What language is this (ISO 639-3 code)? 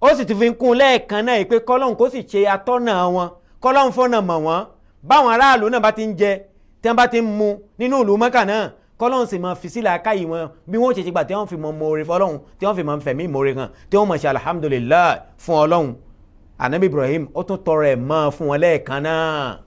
yor